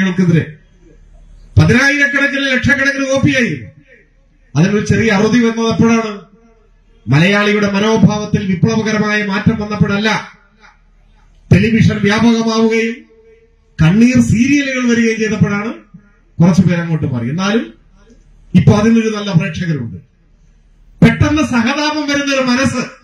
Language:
Malayalam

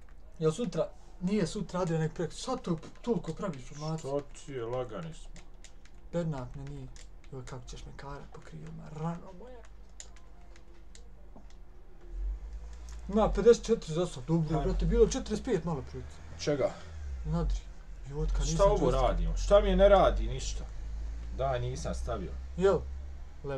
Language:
Bosnian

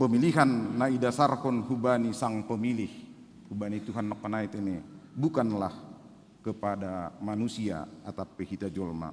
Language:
Batak Simalungun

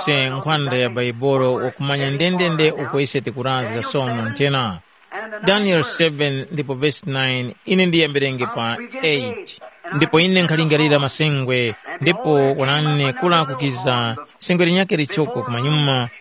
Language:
Tumbuka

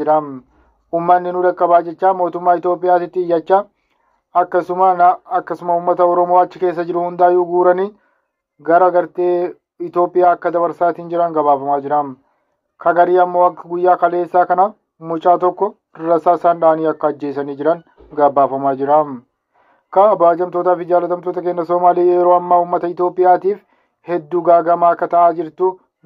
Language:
Oromo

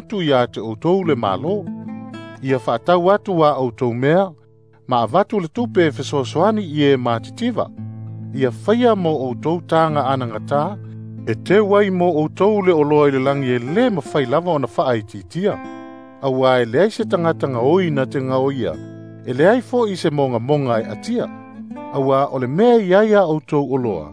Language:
Samoan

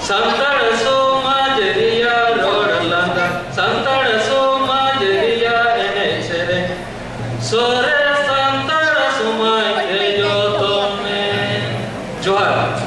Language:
Santali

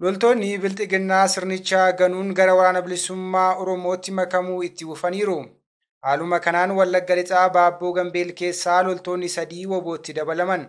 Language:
Oromo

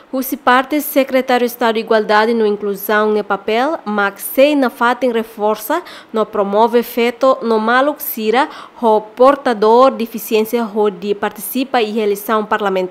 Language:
Tetum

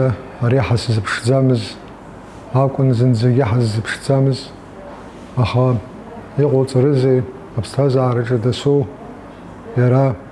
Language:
Abkhazian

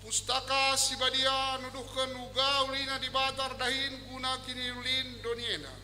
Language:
Batak Karo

